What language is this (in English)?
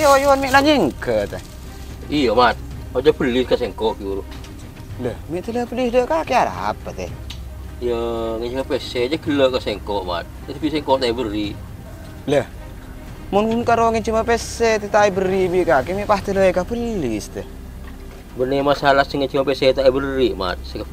Madurese